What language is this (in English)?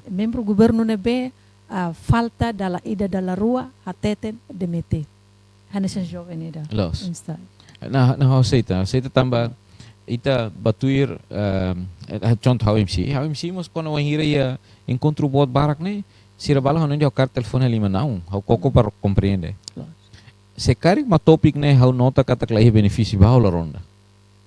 Tetum